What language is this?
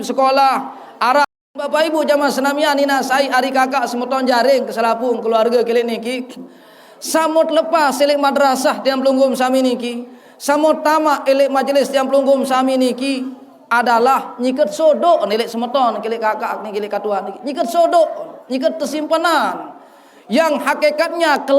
Sasak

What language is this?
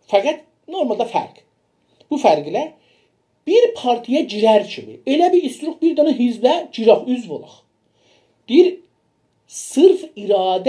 South Azerbaijani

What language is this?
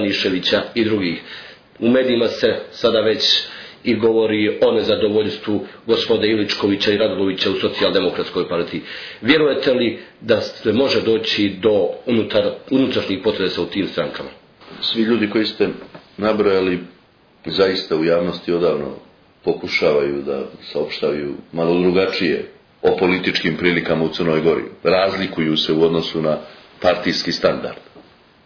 Serbian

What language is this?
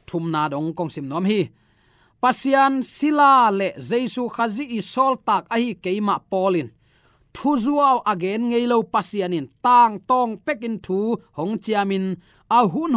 Tedim Chin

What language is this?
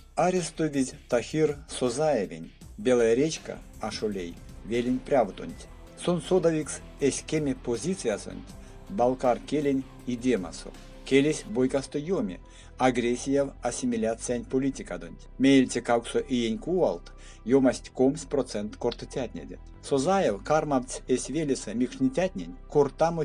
Erzya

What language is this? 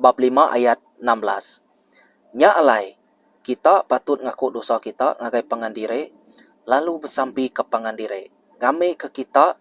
Iban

